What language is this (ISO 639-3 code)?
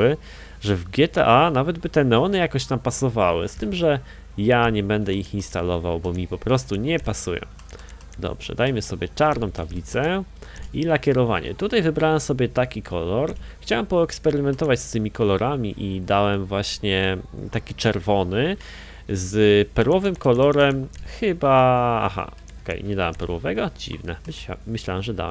pol